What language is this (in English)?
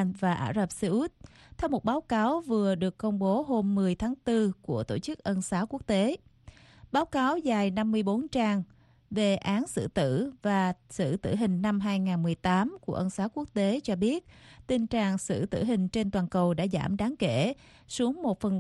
Vietnamese